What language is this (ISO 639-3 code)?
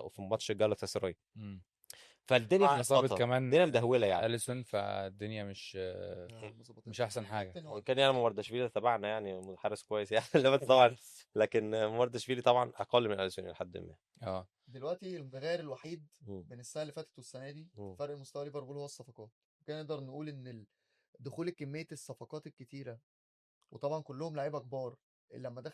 arz